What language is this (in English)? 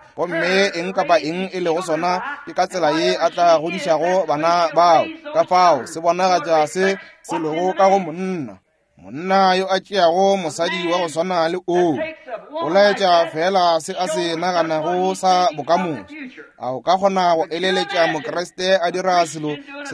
Northern Sotho